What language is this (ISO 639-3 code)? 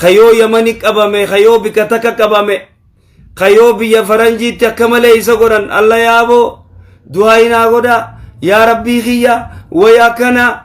orm